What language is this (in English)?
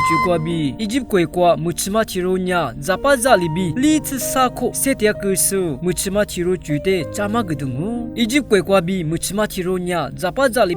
Lisu